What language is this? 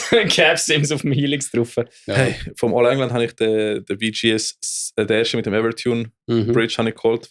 Swiss German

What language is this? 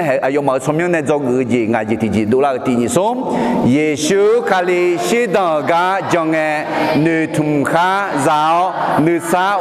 Akha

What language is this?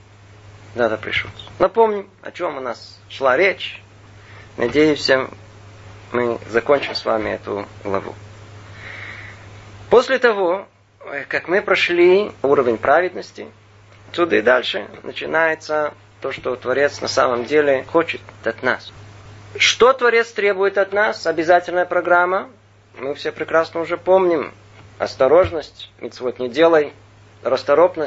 Russian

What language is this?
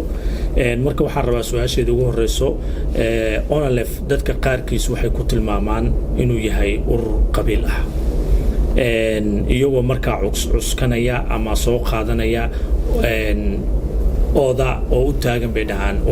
Somali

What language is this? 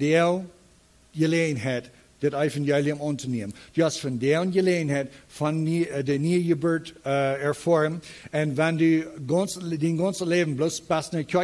Plautdietsch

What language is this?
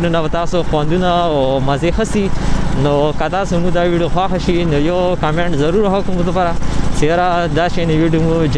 Pashto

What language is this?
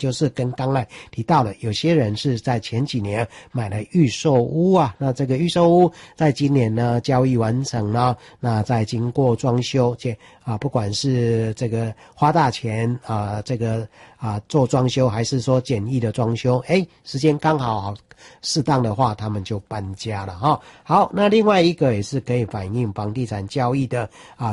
Chinese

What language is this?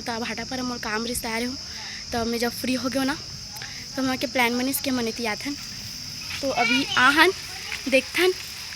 Chhattisgarhi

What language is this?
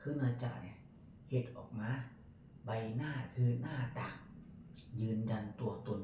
Northeastern Thai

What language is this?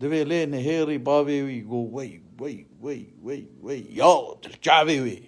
Kurdish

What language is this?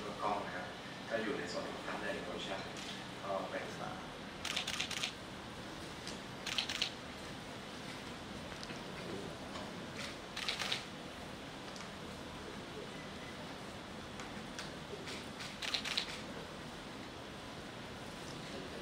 Thai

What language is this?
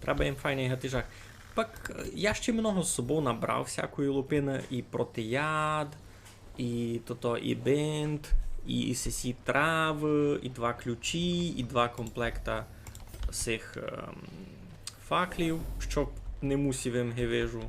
Rusyn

